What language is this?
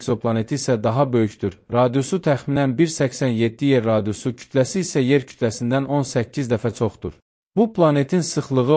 Azerbaijani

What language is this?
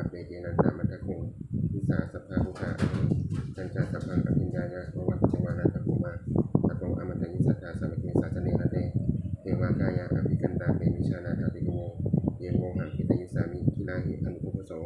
Pali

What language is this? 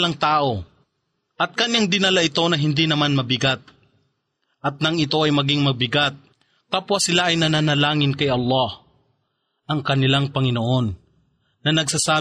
Filipino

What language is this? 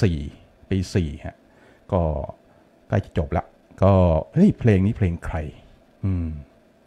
Thai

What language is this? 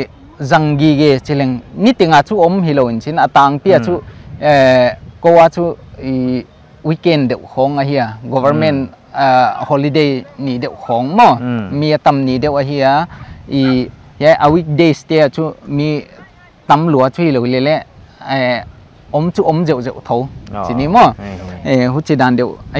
Paite Chin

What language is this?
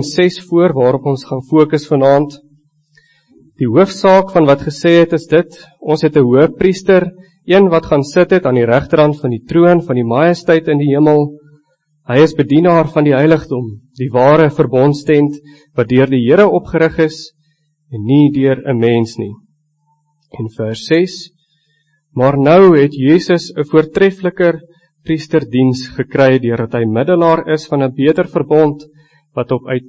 Afrikaans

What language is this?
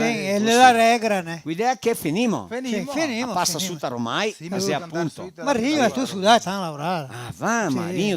Venetian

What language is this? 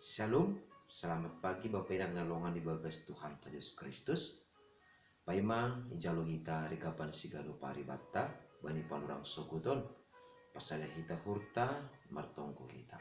Batak Simalungun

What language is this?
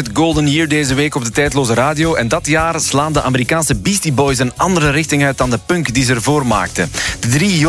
Dutch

